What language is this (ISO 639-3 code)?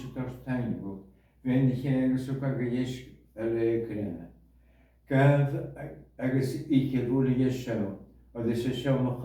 gla